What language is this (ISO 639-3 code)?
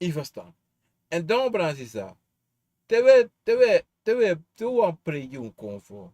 srn